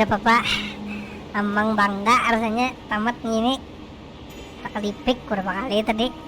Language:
Banjar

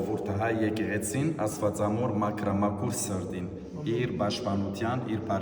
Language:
Western Armenian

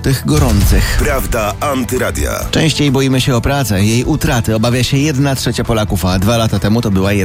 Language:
Polish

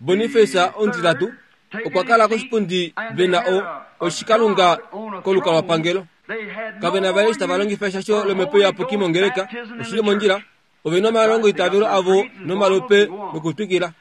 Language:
Kuanyama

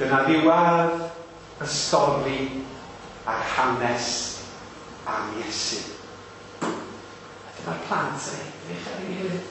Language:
Welsh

